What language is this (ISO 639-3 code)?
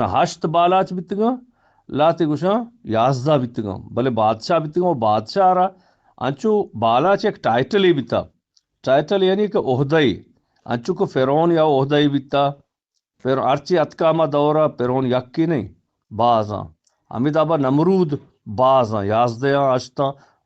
bgp